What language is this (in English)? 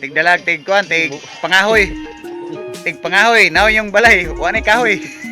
Cebuano